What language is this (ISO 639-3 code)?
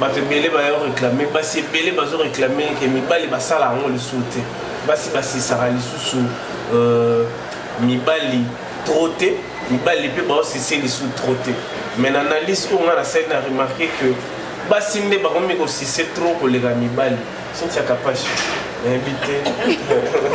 lin